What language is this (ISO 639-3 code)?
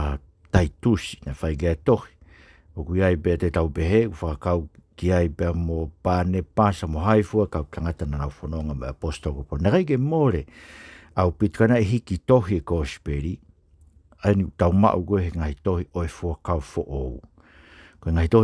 ton